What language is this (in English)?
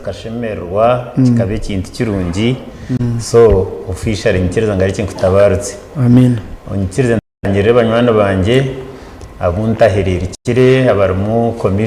Nyankole